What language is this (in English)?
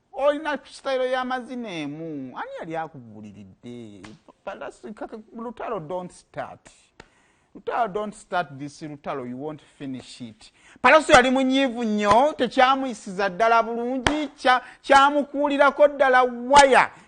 Ganda